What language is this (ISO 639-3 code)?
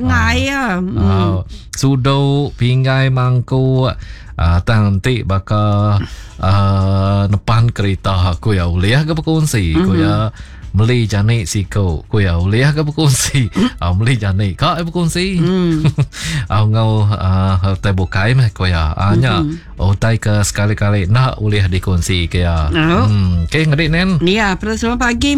iba